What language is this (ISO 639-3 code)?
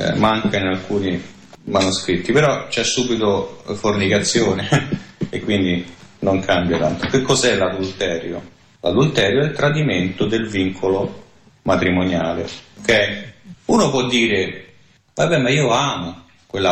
ita